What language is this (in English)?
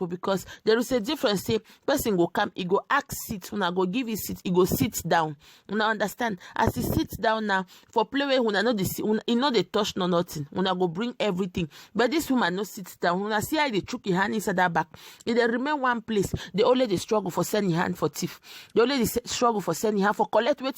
Nigerian Pidgin